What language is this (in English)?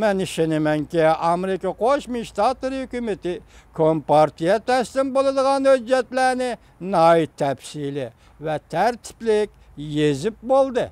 Uyghur